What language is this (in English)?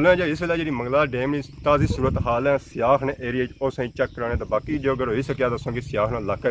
Pahari-Potwari